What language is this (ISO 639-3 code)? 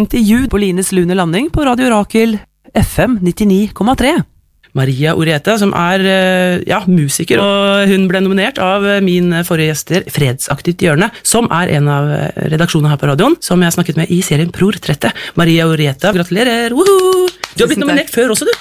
nor